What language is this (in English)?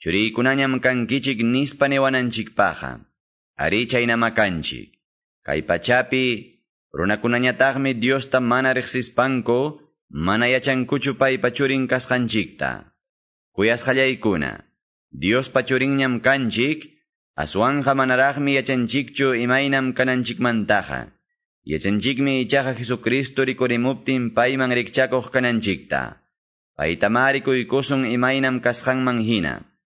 Ayacucho Quechua